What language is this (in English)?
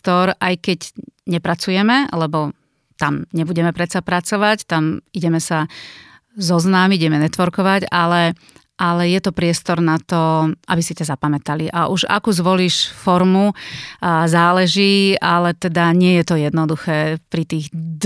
Slovak